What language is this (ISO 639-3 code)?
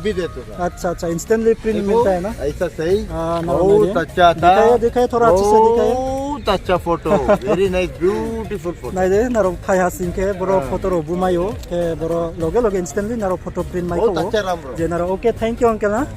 ria